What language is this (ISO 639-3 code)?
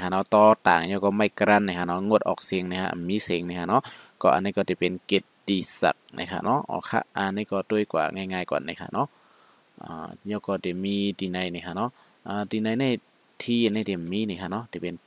shn